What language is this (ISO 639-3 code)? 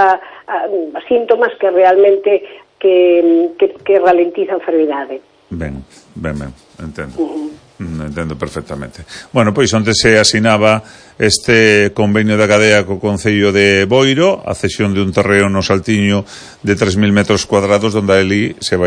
glg